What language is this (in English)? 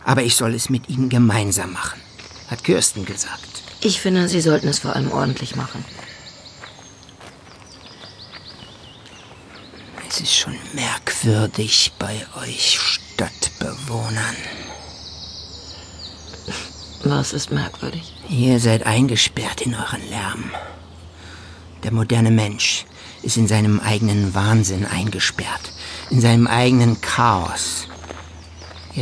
German